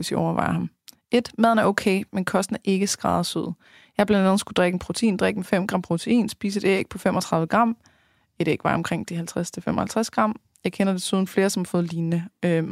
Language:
Danish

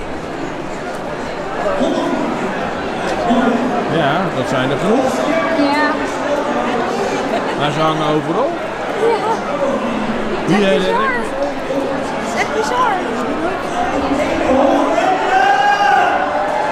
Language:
Dutch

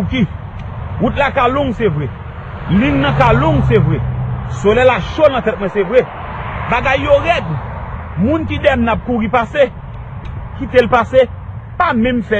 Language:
Haitian Creole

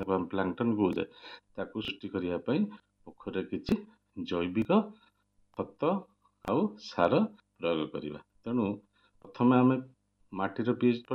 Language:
Odia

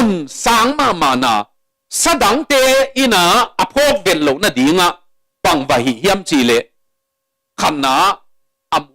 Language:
Tedim Chin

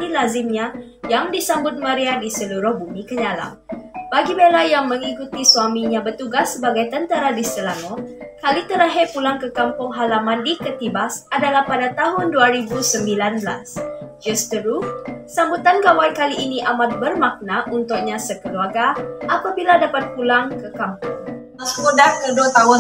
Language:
Malay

